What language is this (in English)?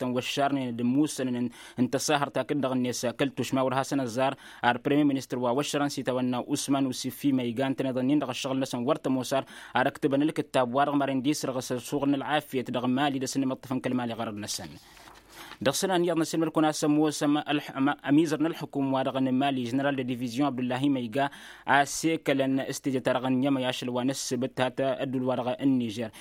Tamasheq